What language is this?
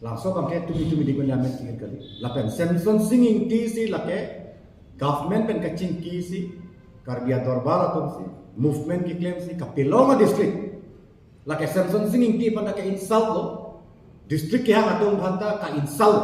Karbi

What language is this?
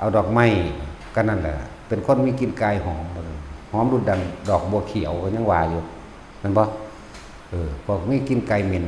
Northeastern Thai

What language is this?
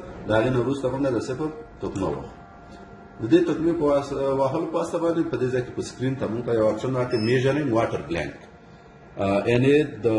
Pashto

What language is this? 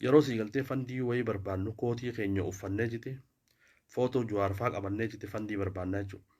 Oromo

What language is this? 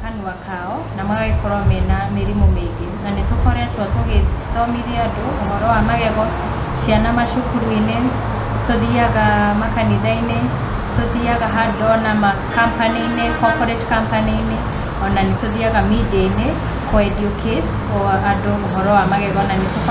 Kikuyu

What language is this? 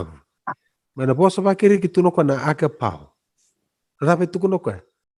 Fijian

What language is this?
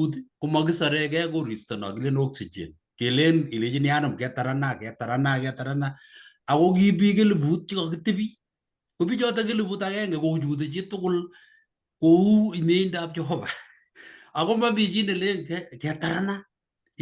Kalenjin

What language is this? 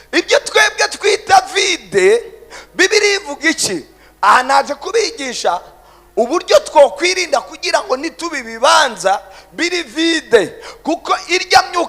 Rundi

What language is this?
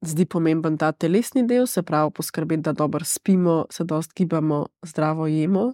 Slovenian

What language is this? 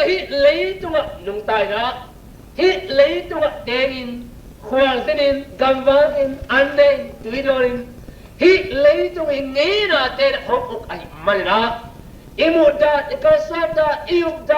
Tedim Chin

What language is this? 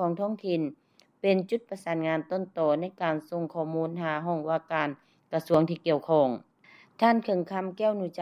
Lao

